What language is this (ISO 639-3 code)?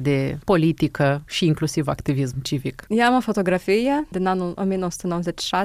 ron